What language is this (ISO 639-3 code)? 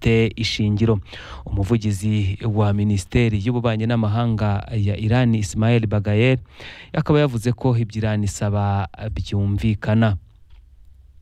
kin